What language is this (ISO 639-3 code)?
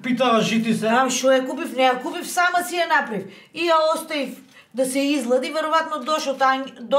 mkd